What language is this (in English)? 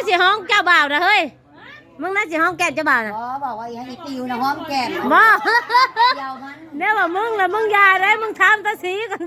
Northeastern Thai